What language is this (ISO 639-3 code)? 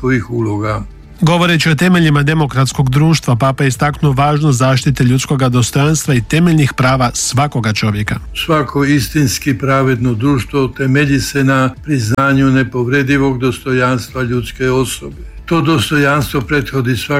hrv